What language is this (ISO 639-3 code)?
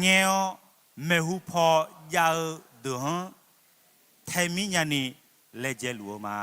ahk